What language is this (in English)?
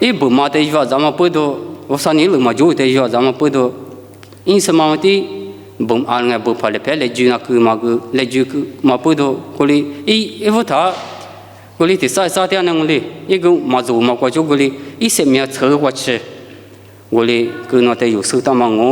Lisu